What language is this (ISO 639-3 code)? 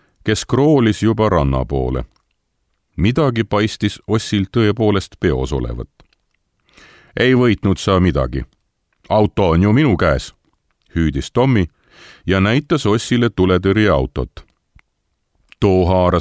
est